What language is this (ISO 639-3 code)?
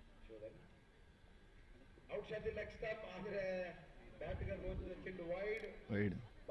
kan